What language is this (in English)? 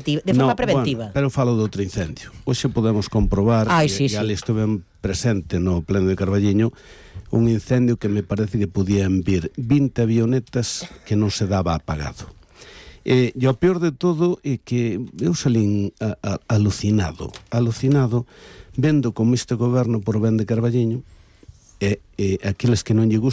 Galician